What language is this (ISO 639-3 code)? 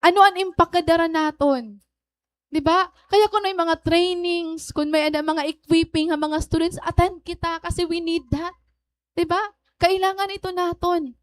war